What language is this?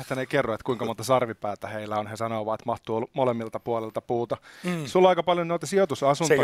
Finnish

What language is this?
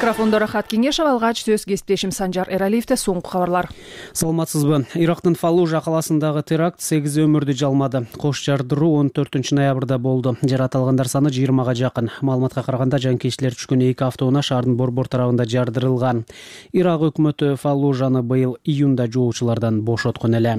Kyrgyz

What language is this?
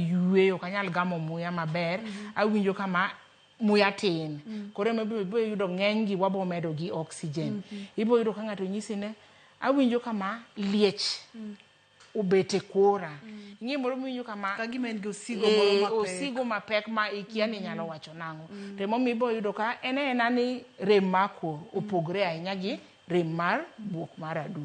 Luo (Kenya and Tanzania)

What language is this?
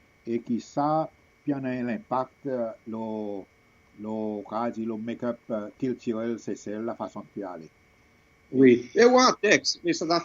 Seselwa Creole French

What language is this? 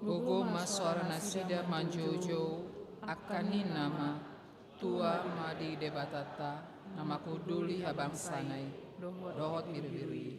Batak Toba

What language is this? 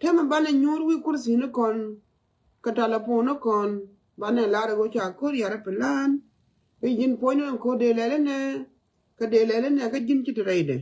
Nuer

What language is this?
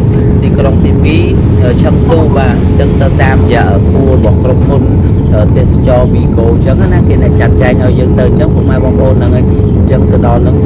Khmer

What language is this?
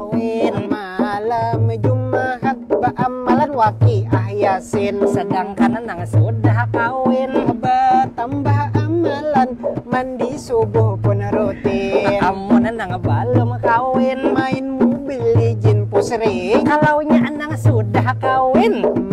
Banjar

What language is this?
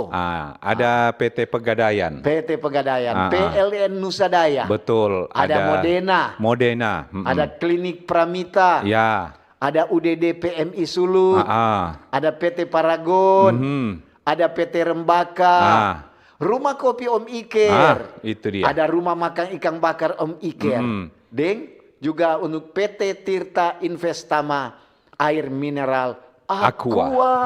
Manado Malay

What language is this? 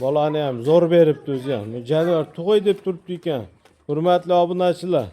Uzbek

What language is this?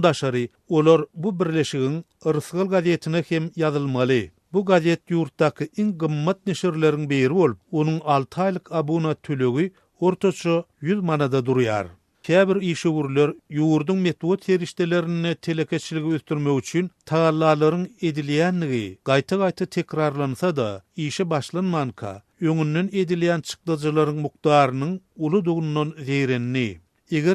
Turkmen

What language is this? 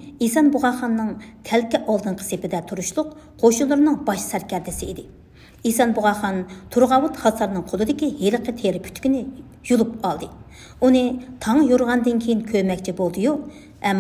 Uyghur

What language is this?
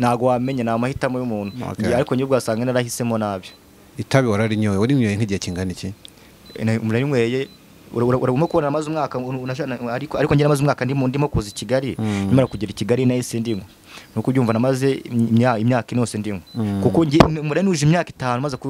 Kinyarwanda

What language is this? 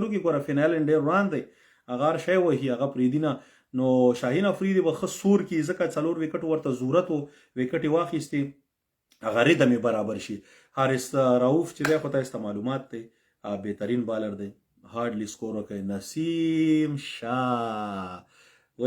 Pashto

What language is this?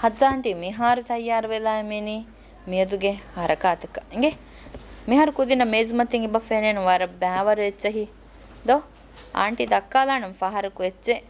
Divehi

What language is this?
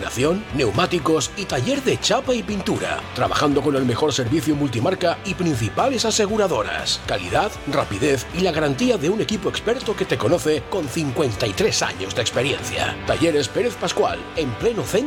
Spanish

